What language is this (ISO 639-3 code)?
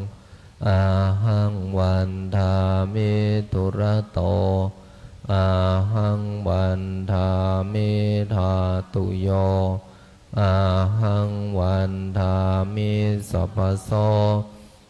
pli